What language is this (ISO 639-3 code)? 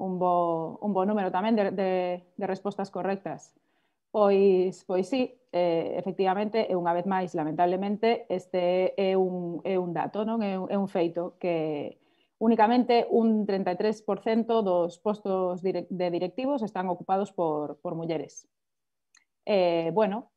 glg